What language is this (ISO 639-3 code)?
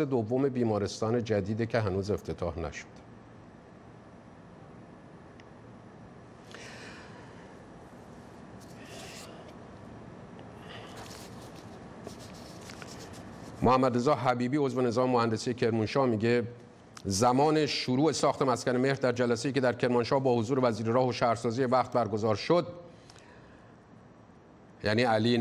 fas